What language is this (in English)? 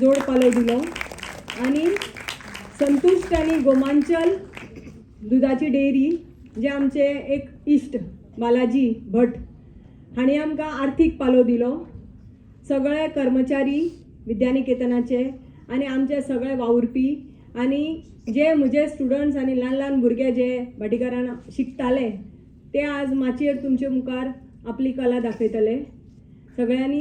Konkani